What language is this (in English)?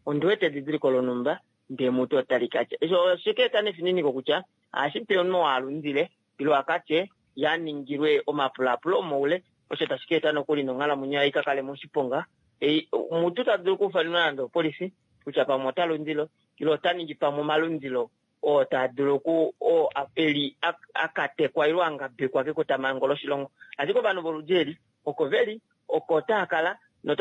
Kuanyama